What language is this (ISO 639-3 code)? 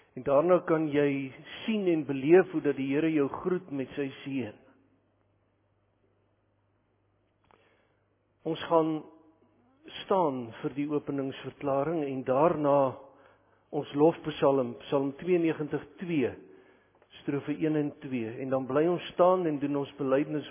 afr